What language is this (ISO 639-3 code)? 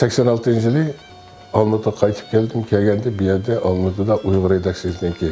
uig